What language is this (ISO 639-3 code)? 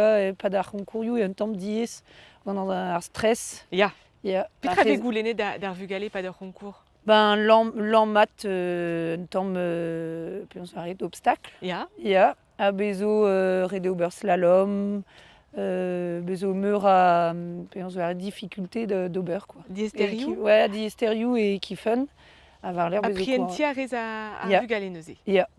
bre